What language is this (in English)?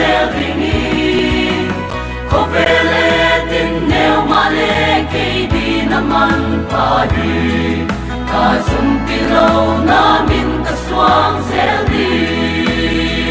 Paite Chin